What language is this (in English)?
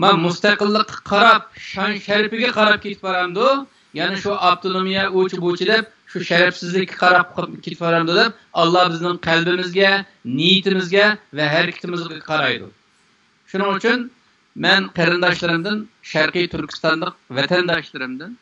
Uyghur